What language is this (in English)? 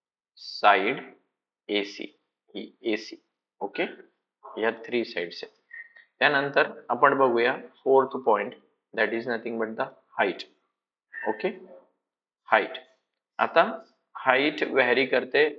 Marathi